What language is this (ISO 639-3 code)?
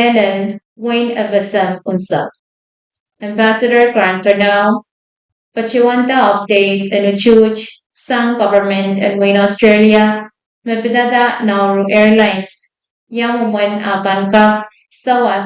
pon